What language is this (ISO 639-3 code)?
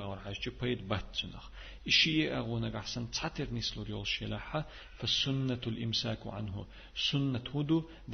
che